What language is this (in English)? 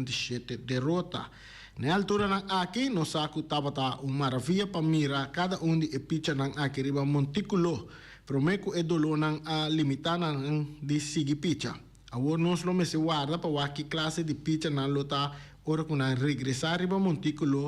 Papiamento